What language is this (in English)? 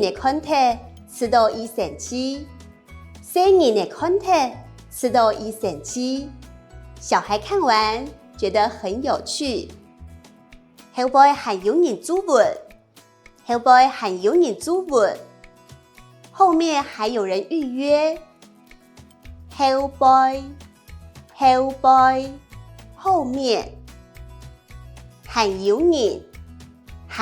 Hakka Chinese